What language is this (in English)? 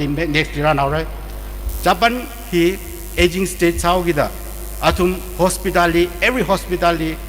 Tangkhul Naga (India)